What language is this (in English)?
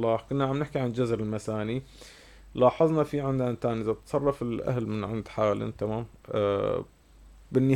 North Levantine Arabic